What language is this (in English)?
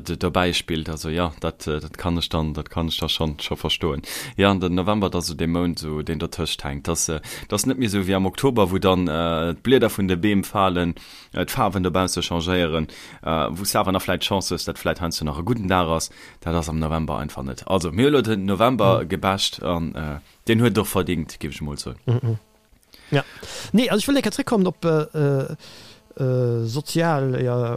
Luxembourgish